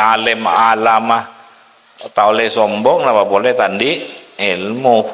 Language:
Madurese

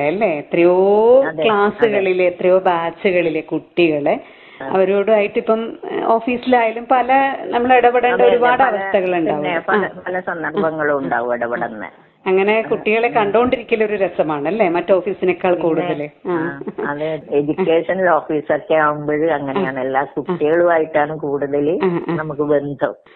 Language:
Malayalam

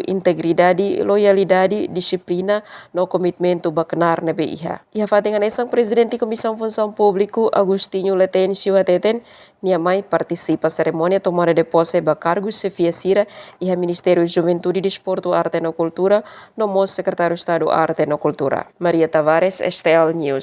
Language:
Tetum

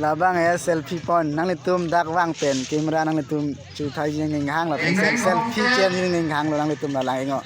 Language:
Karbi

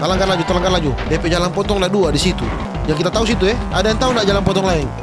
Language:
Manado Malay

